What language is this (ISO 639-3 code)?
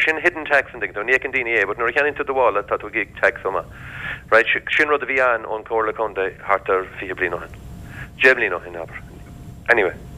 gle